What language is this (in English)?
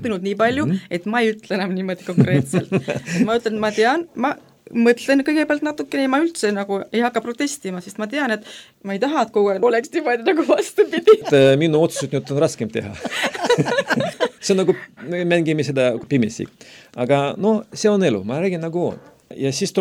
Estonian